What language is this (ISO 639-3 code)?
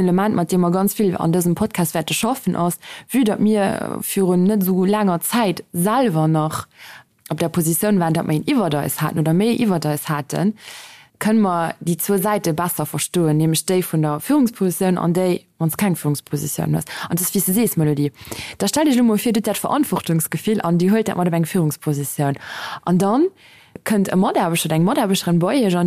ltz